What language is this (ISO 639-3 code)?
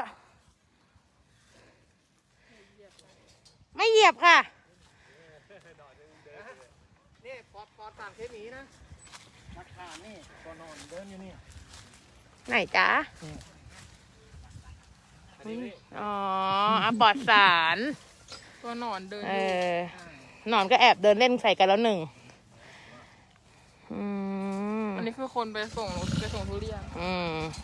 tha